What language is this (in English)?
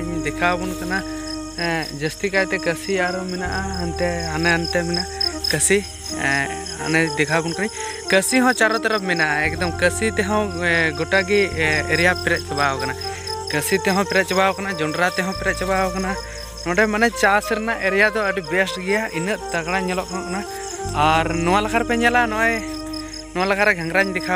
Santali